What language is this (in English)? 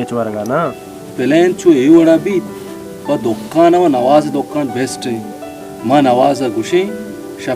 Baluchi